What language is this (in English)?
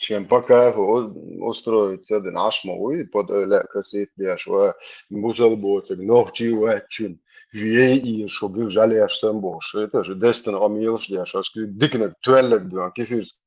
Chechen